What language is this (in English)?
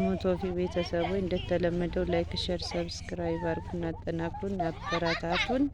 Amharic